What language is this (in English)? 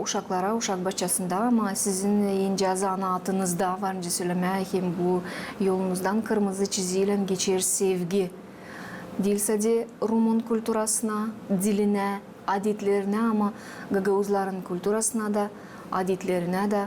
Gagauz